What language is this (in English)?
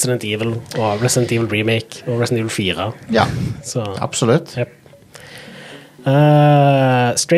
Norwegian